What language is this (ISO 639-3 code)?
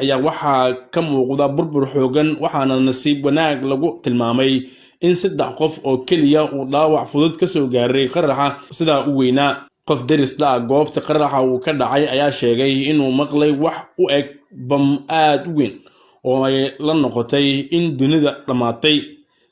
som